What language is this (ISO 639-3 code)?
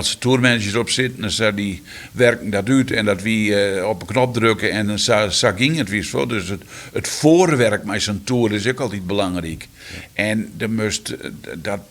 fry